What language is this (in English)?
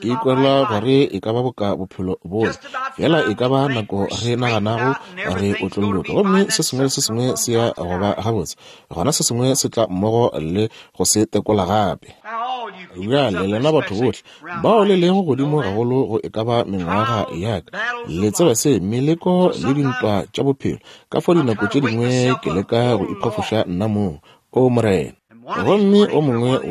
Northern Sotho